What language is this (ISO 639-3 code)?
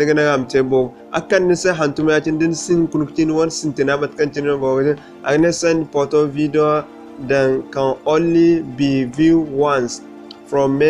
dje